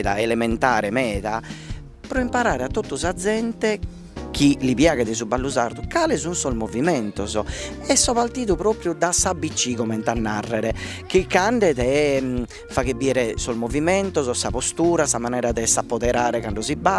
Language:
Sardinian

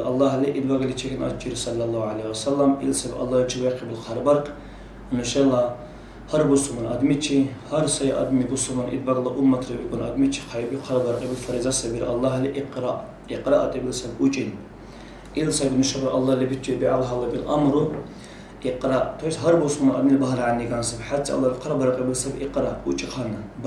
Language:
Dargwa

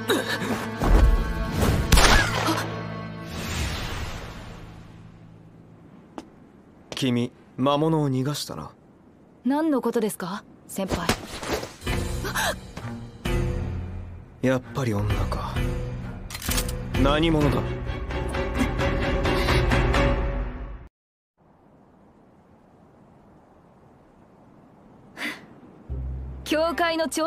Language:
Japanese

